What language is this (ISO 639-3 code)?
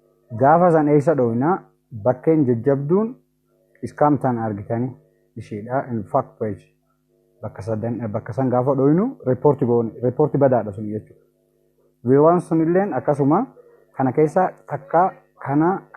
orm